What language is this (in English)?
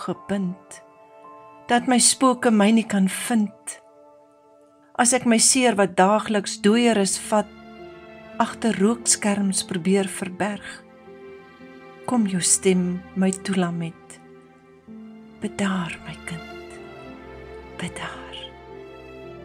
Afrikaans